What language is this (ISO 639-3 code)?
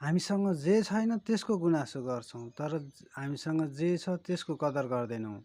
nep